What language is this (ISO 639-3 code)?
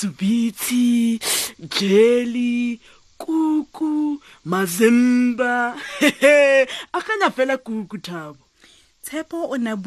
tsn